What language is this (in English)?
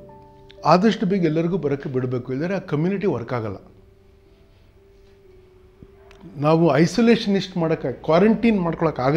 Kannada